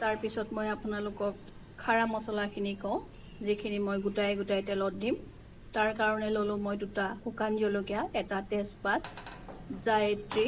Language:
Assamese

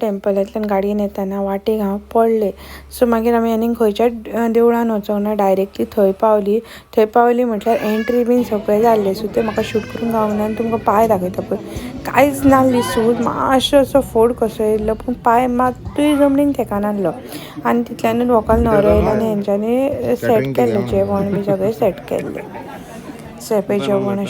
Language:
Konkani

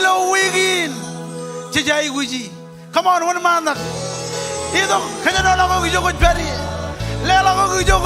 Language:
Marshallese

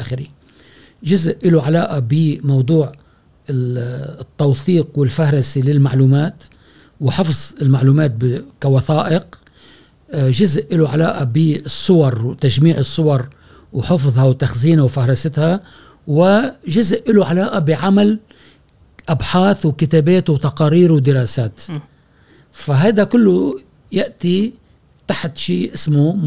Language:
Gulf Arabic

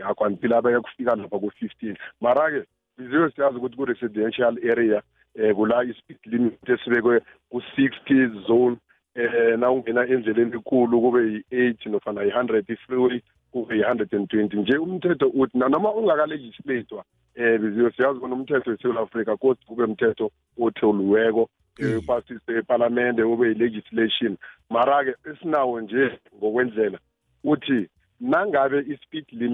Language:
South Ndebele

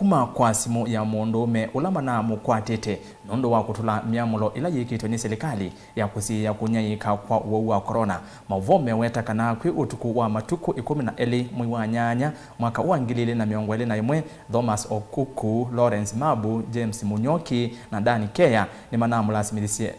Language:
Kamba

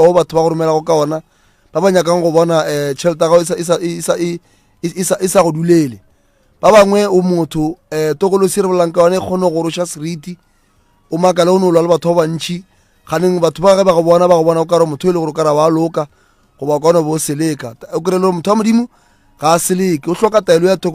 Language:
Northern Sotho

